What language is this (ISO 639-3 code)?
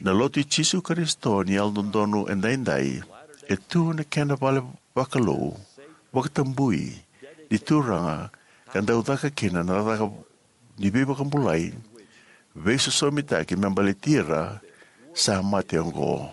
fij